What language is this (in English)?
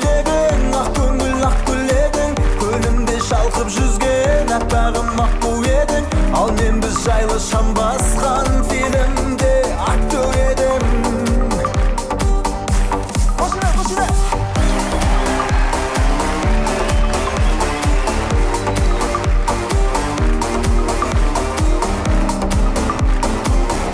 Kazakh